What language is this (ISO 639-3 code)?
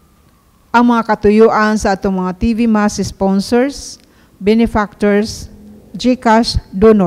ceb